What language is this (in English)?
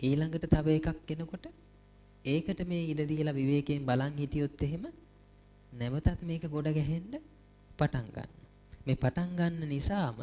Sinhala